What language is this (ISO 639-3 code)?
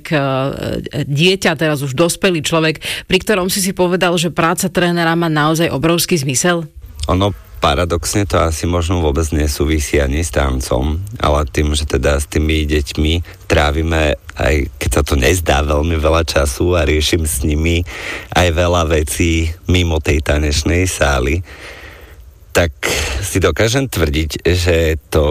slk